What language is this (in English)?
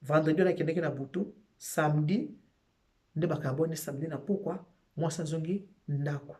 Lingala